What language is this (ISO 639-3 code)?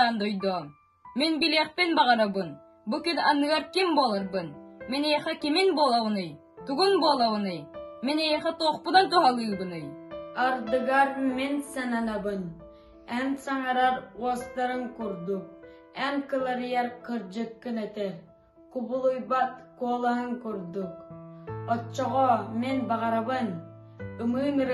sah